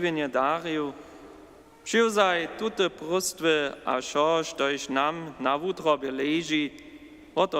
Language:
Upper Sorbian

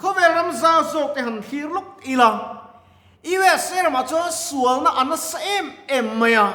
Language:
Mizo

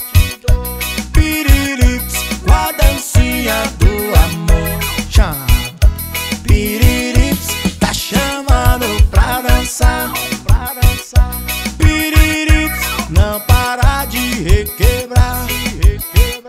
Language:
Portuguese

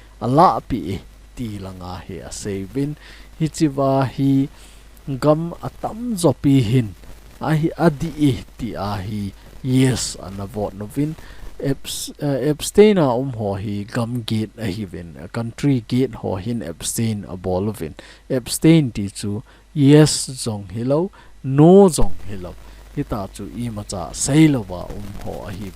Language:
Thado Chin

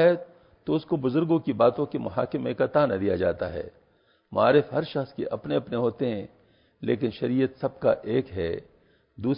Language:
Urdu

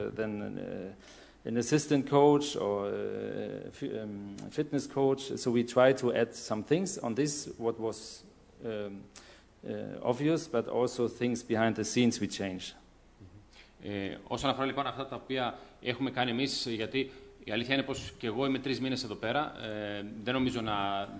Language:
Greek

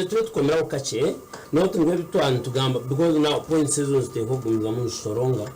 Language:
Nyankole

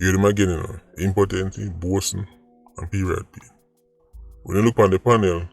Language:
Jamaican Creole English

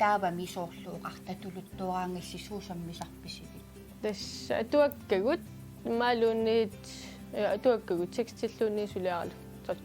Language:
Kalaallisut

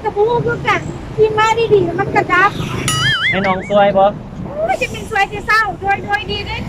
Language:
Lao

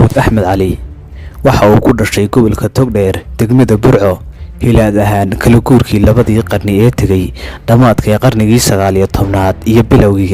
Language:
Somali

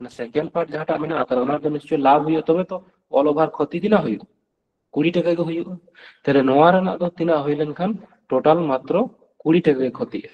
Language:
Santali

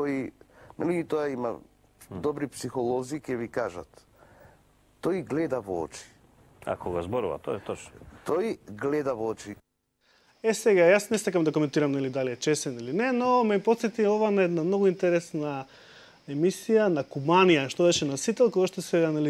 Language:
Macedonian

